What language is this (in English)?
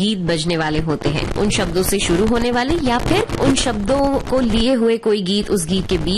Hindi